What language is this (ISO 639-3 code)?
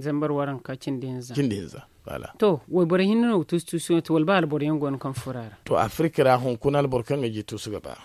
dje